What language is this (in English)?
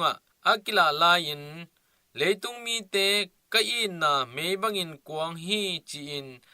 Tedim Chin